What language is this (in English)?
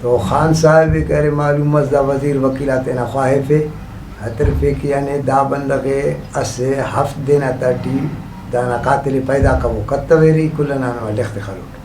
Brahui